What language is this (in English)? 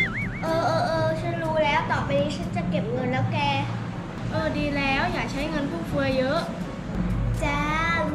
Thai